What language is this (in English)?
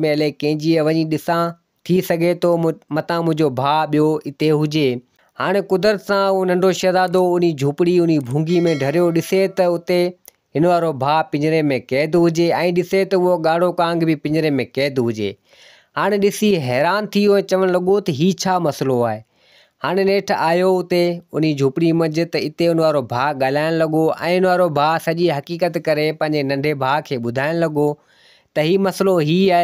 Sindhi